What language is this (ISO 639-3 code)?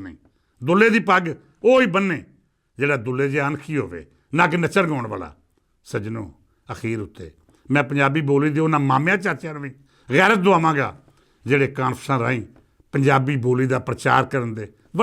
lah